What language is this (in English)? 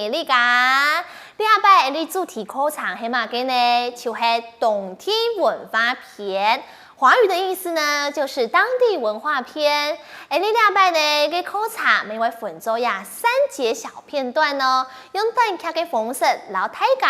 Hakka Chinese